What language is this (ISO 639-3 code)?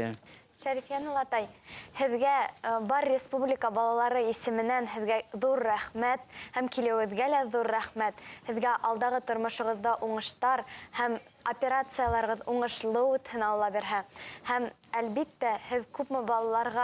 bak